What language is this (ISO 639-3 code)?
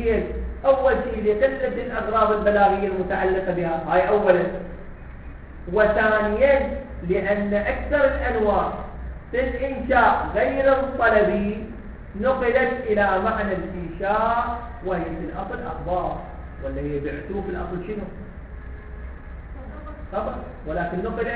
ara